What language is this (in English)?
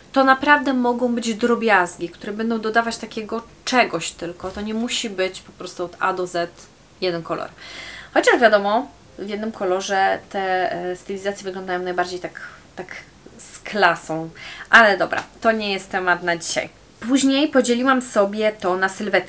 Polish